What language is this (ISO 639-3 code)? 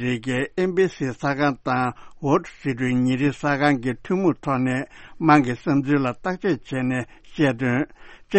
bod